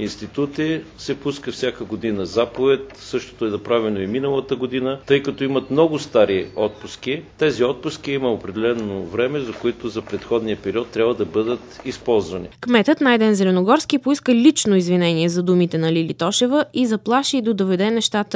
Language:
Bulgarian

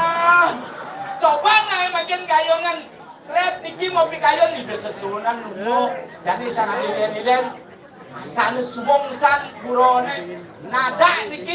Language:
Balinese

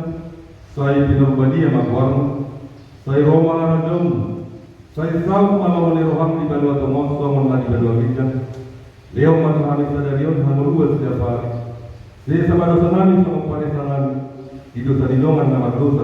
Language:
Batak Toba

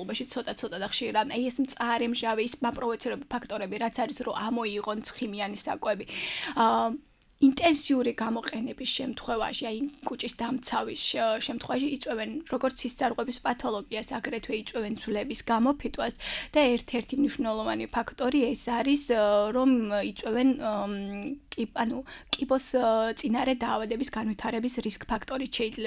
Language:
Georgian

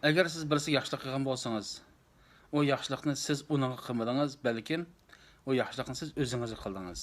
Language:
Uyghur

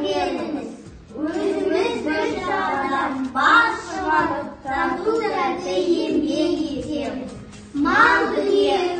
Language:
Kazakh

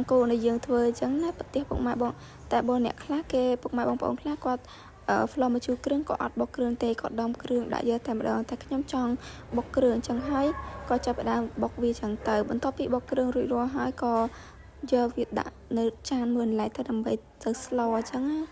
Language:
Khmer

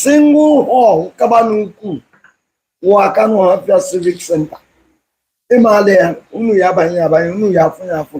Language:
Igbo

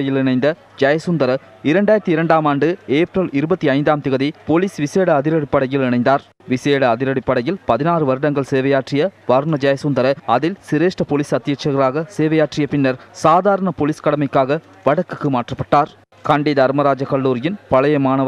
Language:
Tamil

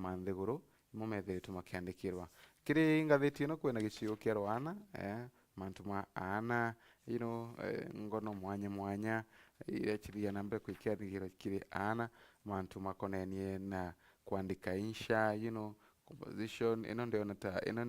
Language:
Meru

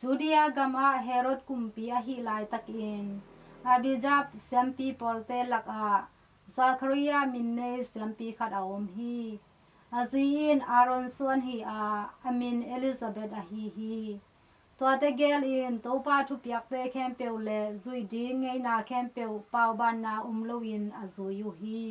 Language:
Tedim Chin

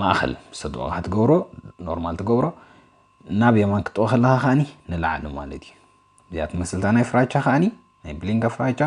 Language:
Tigrinya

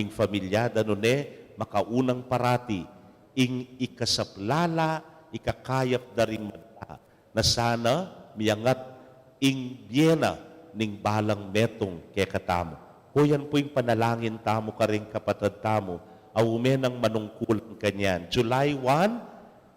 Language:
Pampanga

